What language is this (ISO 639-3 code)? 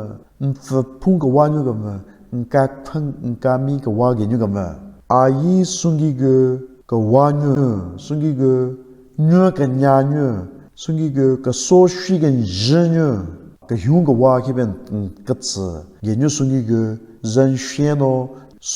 nre